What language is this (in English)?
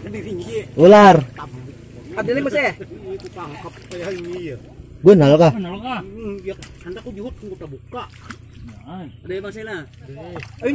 Banjar